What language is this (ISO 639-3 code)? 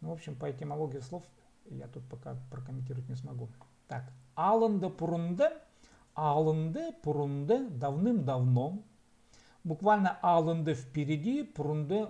kjh